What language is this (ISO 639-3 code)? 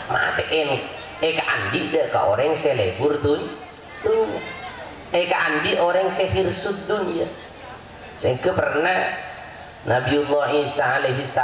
mad